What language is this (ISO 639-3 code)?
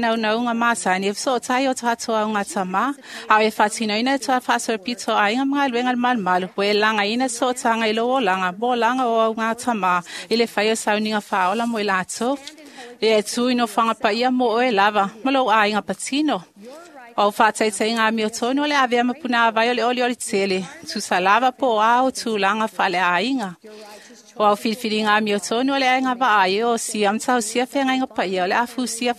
smo